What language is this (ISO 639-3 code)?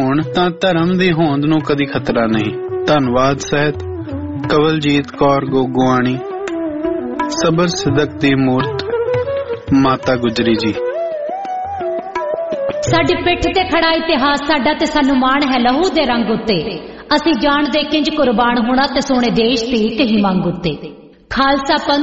pan